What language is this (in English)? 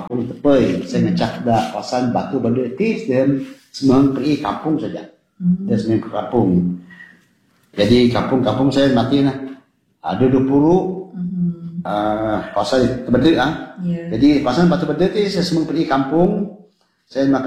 Malay